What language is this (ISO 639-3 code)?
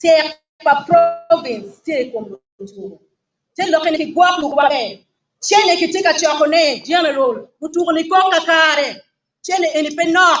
ach